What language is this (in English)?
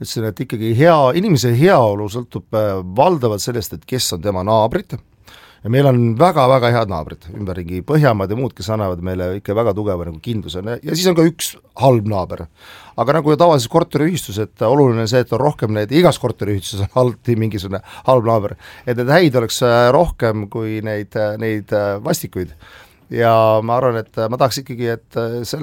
Estonian